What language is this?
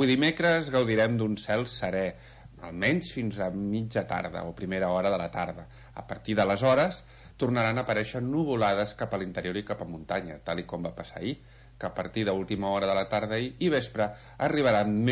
Catalan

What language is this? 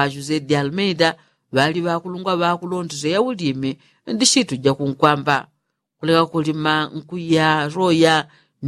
Yao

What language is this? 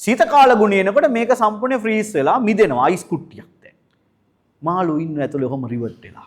Sinhala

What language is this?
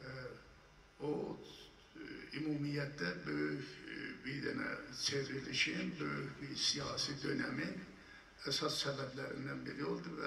South Azerbaijani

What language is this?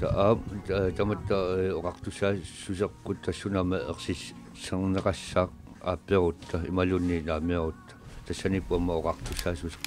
Kalaallisut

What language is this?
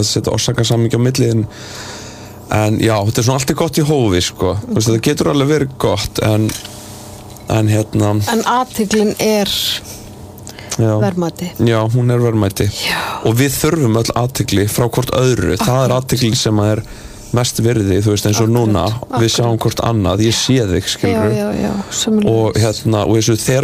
Icelandic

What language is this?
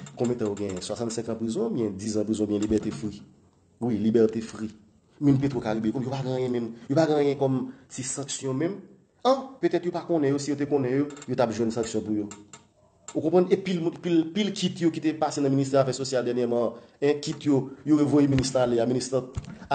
Haitian Creole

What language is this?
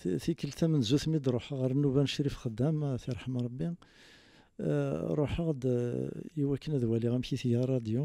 Kabyle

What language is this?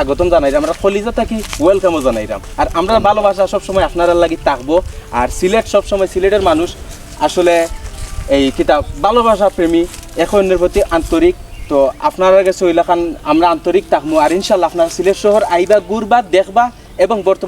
Sylheti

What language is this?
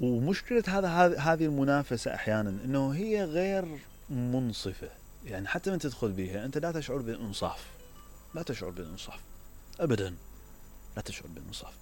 Mesopotamian Arabic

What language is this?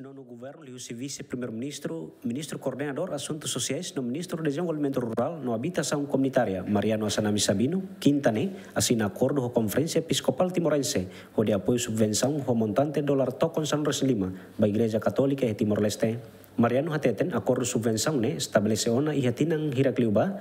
Tetum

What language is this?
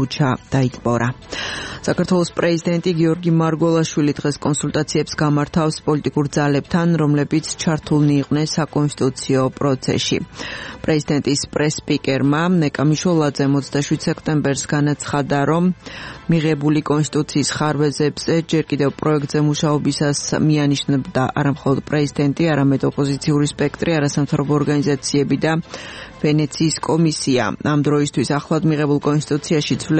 Georgian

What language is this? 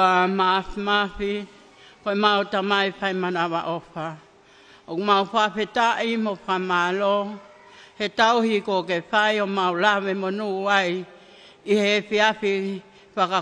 Tongan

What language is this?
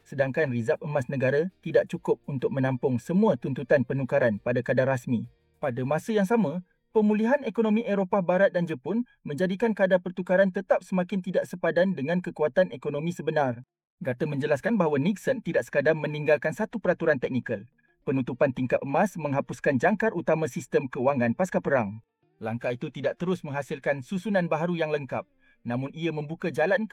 Malay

